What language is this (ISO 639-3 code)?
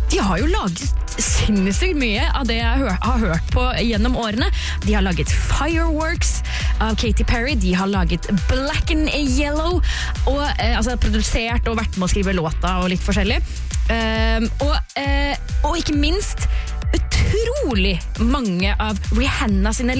nor